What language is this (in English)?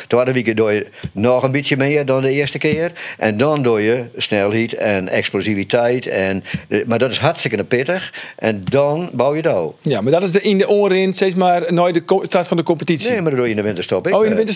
Western Frisian